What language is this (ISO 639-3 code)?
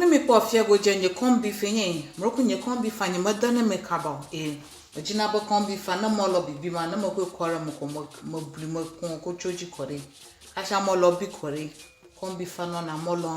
ewe